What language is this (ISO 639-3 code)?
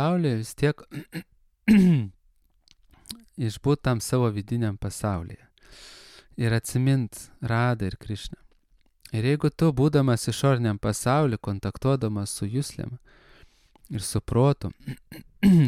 lit